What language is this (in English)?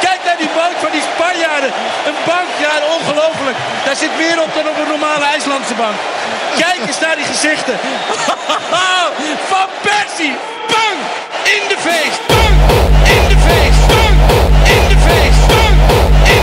Dutch